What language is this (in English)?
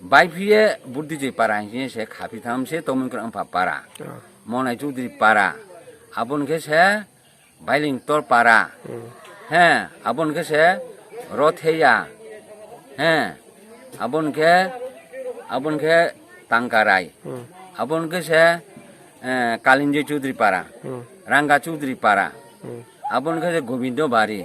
Riang (India)